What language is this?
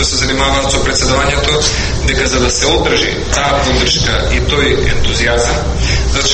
Macedonian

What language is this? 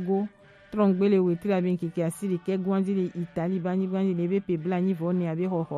Gen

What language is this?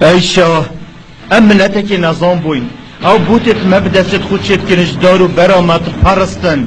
Kurdish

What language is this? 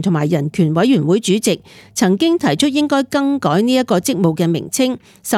Cantonese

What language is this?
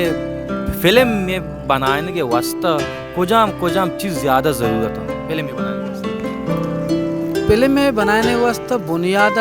Baluchi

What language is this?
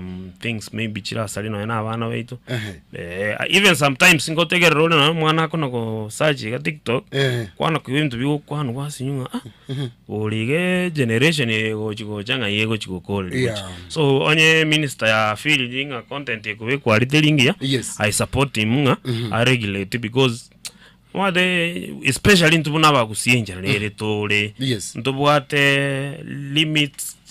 Gusii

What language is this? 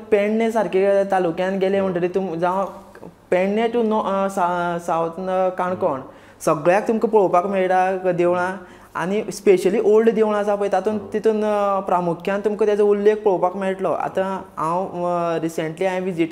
Konkani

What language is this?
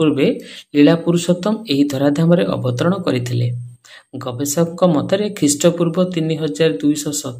Odia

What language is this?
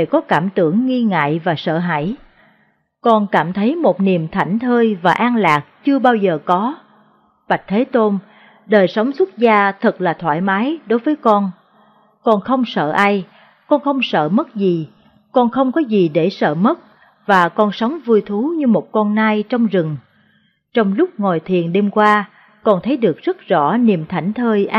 Vietnamese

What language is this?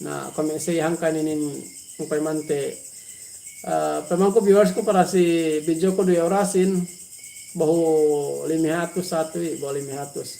Yakan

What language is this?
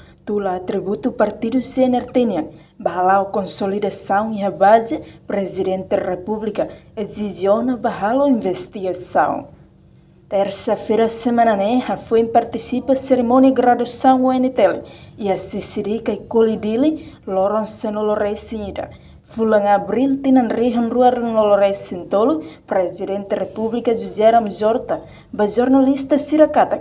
Tetum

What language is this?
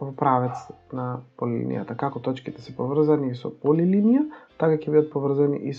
Macedonian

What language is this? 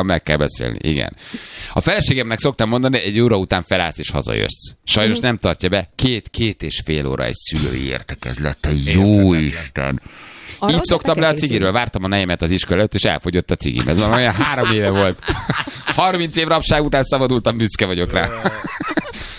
Hungarian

